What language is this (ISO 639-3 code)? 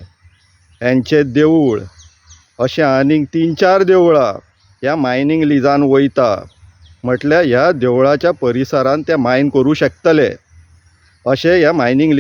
kok